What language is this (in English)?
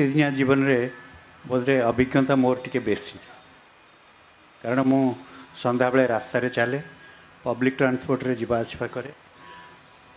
Odia